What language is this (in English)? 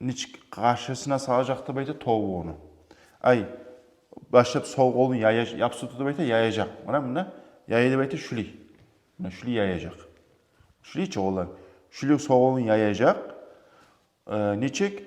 Kumyk